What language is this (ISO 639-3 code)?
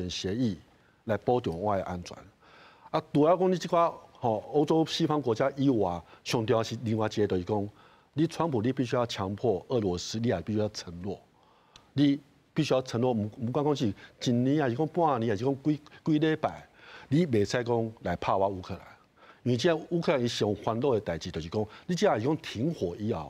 nan